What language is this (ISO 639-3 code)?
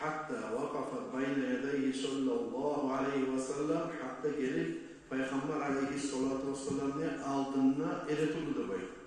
kum